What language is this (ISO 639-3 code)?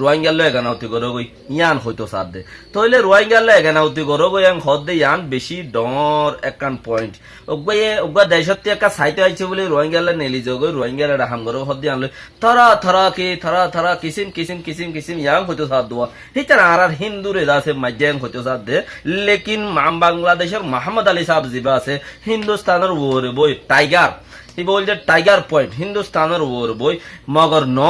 rhg